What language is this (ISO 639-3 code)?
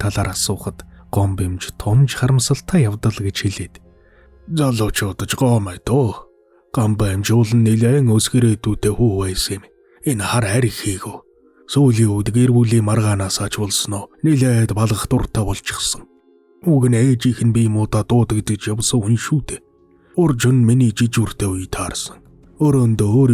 mon